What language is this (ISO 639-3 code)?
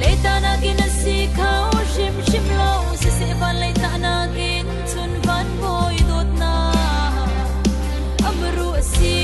cfm